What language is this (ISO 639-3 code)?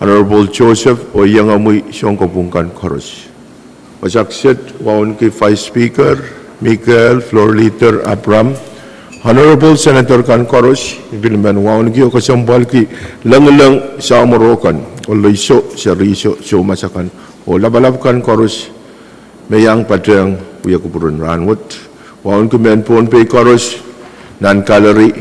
pon